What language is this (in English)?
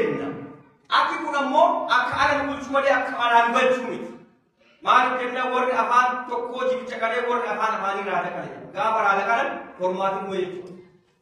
Oromo